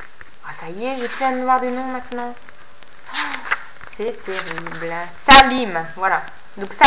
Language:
French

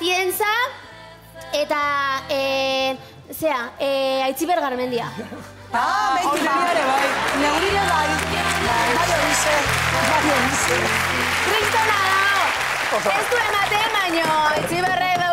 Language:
Basque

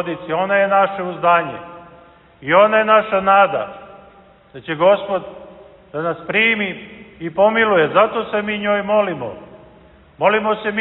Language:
Serbian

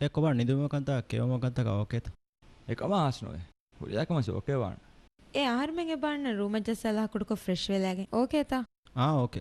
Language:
Divehi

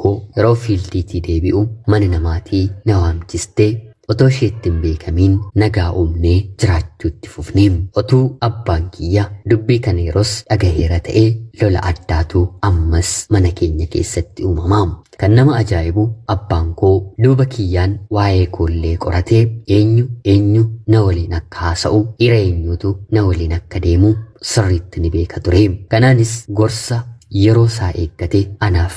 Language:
Oromo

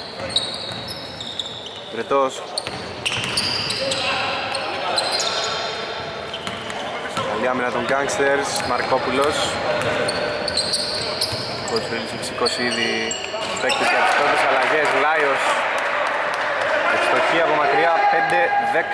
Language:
Greek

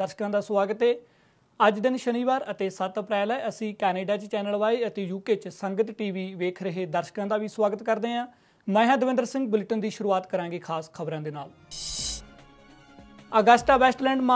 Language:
Punjabi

